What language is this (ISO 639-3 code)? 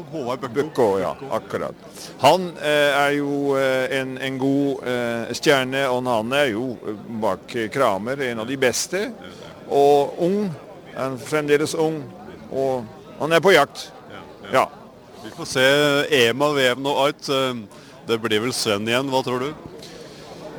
nor